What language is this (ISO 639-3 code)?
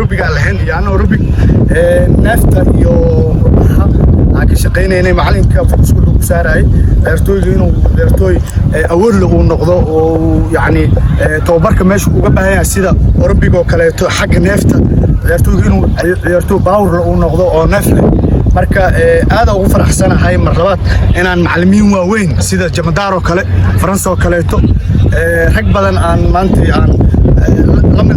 som